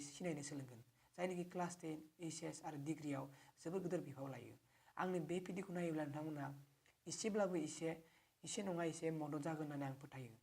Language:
Bodo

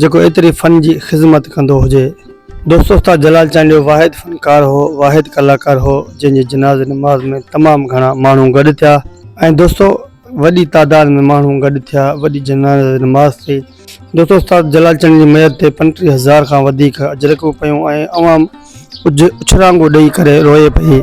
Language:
Sindhi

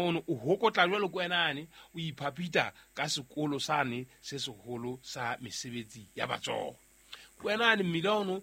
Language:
Southern Sotho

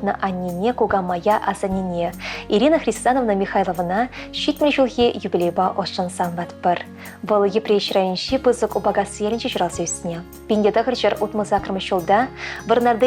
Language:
Chuvash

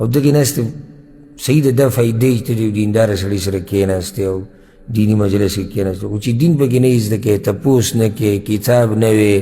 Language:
Pashto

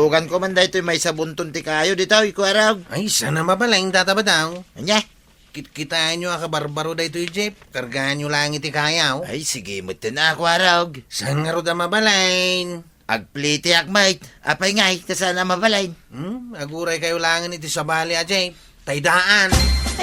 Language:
Iloko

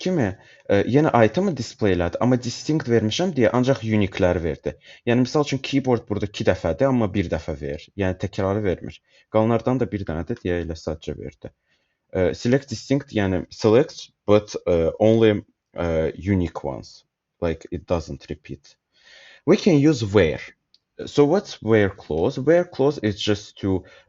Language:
Azerbaijani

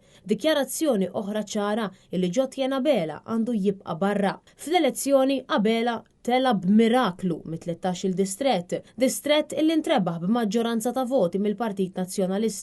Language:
Maltese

